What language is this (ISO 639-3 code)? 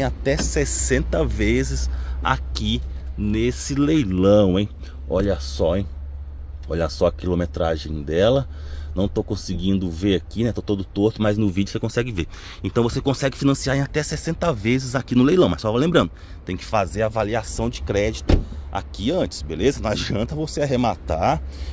por